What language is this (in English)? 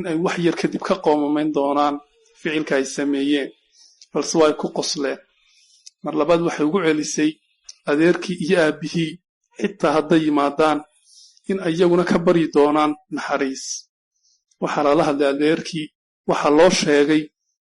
Somali